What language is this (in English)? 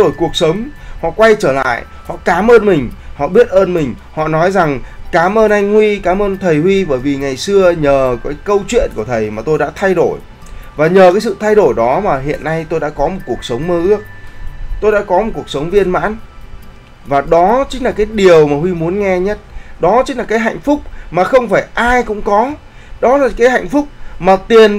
Vietnamese